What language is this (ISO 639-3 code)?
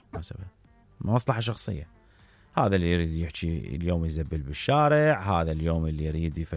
acm